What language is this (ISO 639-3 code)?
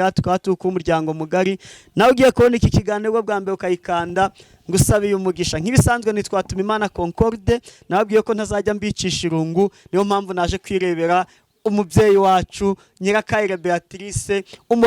kin